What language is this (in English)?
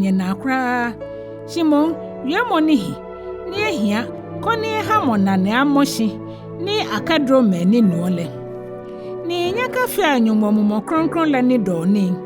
Ga